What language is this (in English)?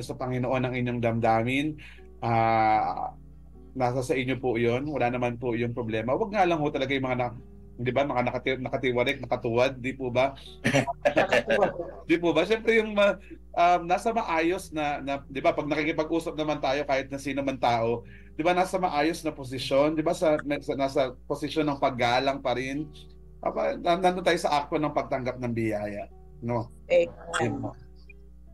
Filipino